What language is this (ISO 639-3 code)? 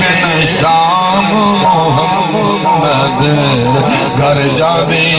skr